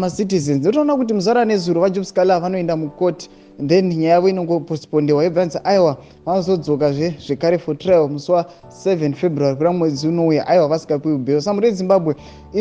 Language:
Shona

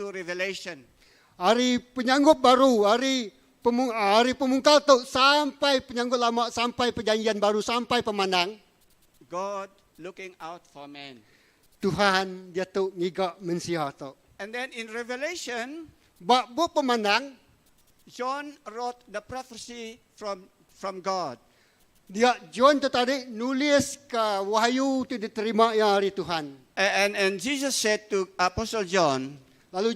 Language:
Iban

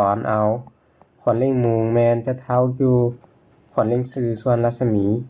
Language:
Lao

